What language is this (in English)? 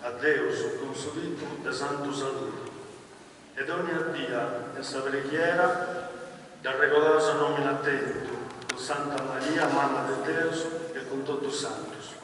Sardinian